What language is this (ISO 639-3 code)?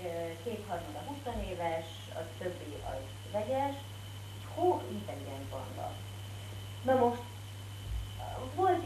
hun